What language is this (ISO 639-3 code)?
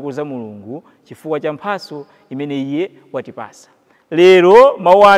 nya